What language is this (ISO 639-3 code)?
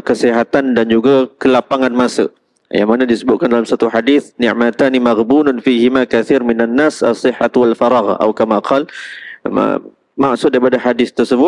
msa